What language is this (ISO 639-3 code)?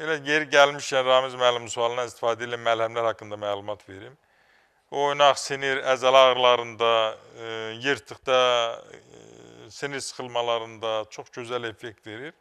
aze